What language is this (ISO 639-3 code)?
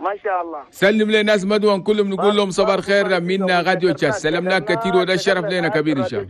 shu